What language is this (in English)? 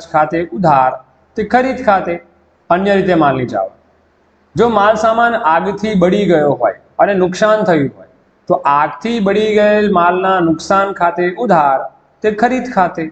Gujarati